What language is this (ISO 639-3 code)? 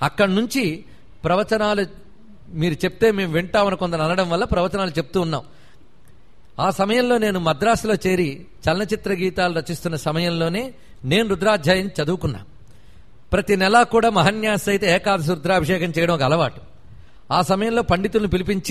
tel